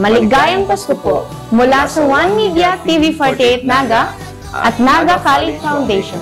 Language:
Bikol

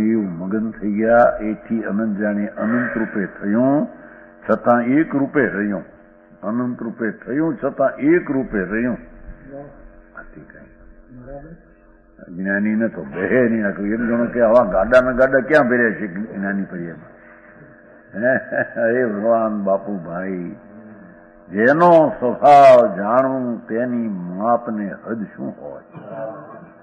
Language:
Gujarati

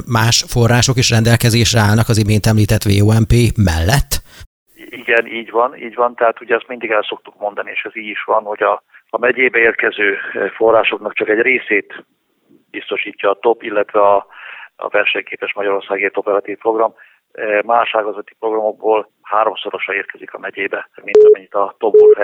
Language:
Hungarian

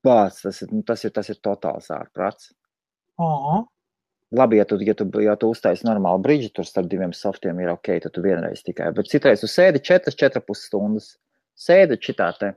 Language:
Latvian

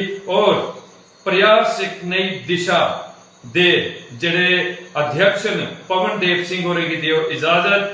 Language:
Dogri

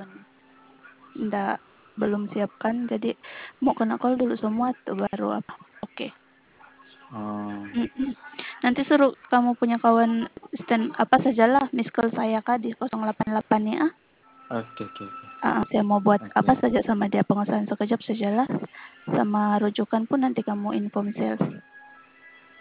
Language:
Sabah Malay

